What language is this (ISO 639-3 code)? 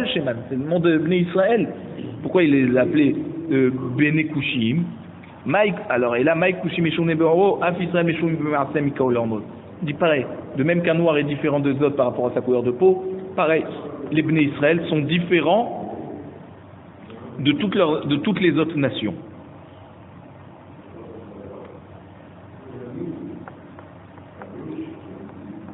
fra